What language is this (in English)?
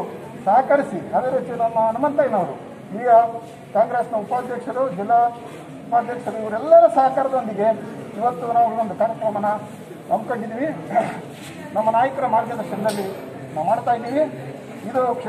Kannada